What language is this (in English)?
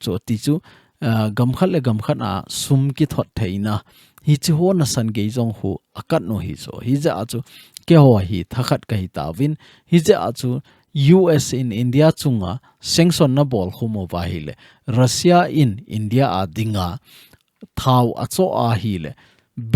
Thado Chin